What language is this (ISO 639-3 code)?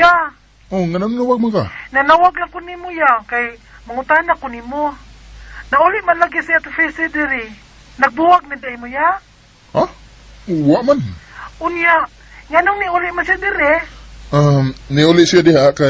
ceb